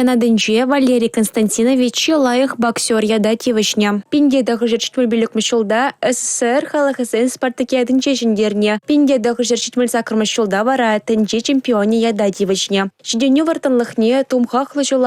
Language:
Chuvash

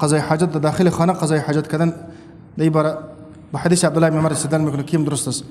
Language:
Persian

